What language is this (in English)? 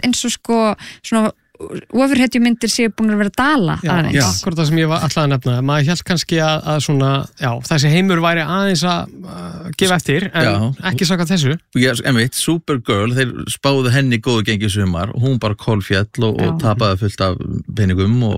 Icelandic